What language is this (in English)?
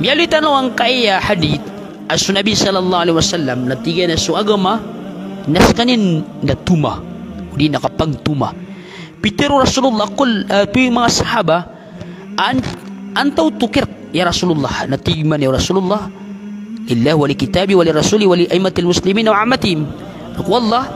Maranao